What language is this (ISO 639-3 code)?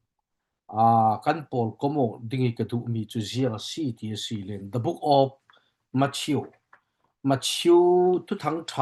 cfm